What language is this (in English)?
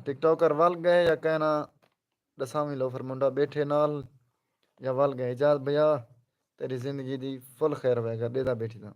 Saraiki